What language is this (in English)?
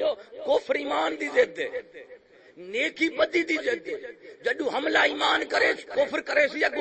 Saraiki